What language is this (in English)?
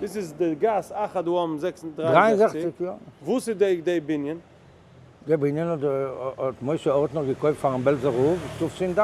Yiddish